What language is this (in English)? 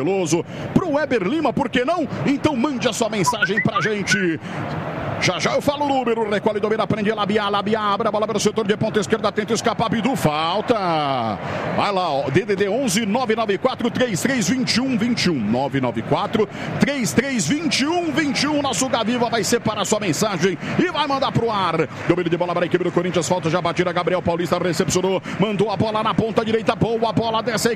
Portuguese